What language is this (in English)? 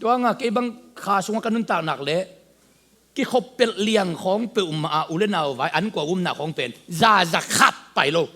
Tedim Chin